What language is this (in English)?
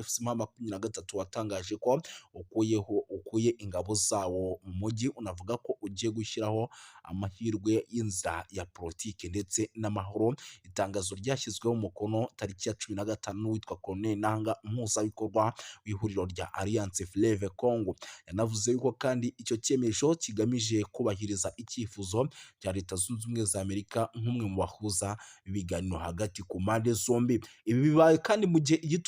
Kinyarwanda